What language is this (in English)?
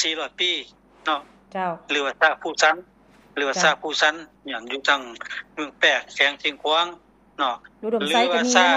Lao